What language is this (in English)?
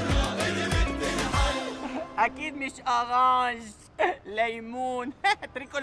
North Levantine Arabic